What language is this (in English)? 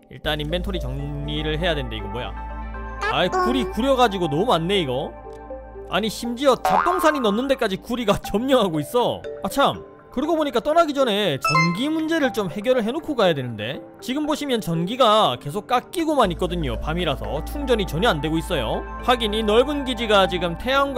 Korean